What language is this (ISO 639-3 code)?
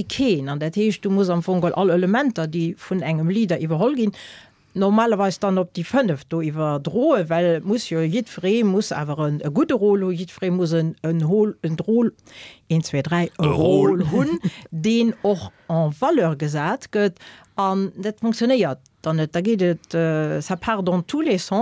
ltz